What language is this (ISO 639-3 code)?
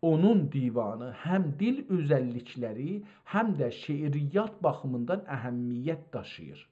azb